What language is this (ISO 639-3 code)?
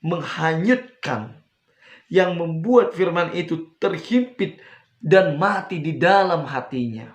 bbc